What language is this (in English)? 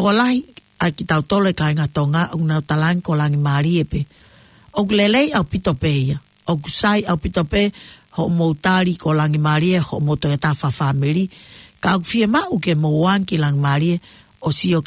Tongan